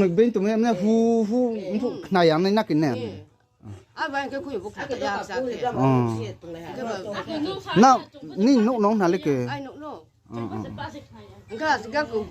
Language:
Riang (India)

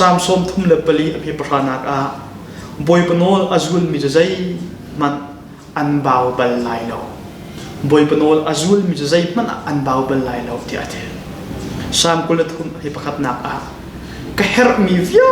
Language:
Hakha Chin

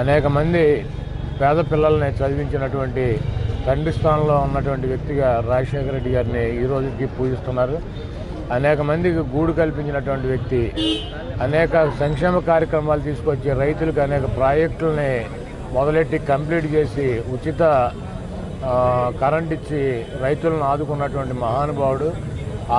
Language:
Telugu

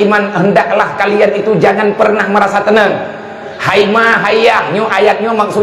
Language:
Achinese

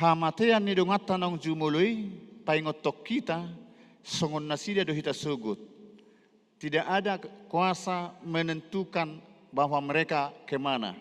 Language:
Batak Toba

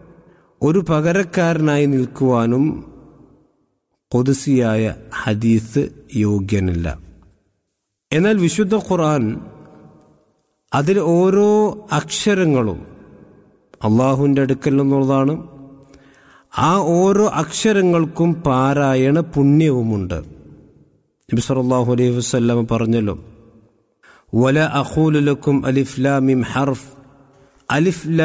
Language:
Malayalam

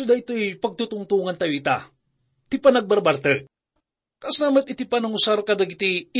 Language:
Iloko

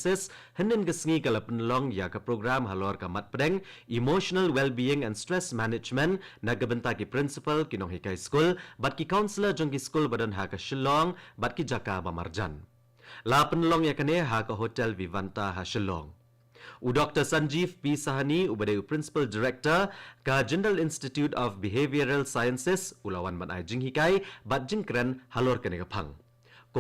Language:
Khasi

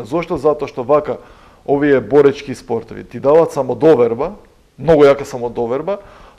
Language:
Macedonian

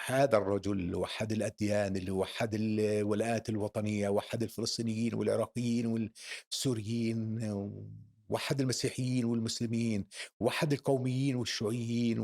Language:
North Levantine Arabic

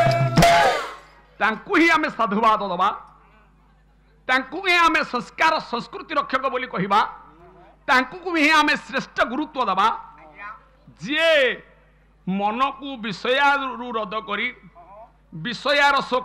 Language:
Odia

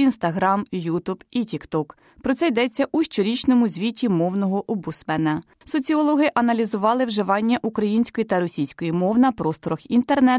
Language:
Ukrainian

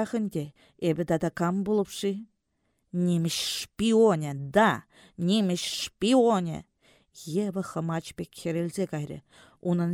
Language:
Chuvash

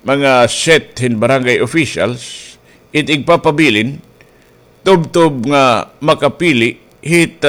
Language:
Waray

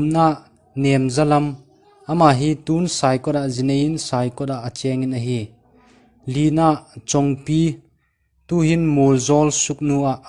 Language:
Thado Chin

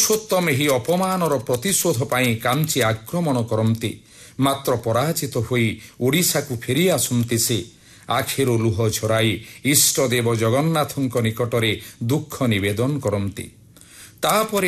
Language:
Odia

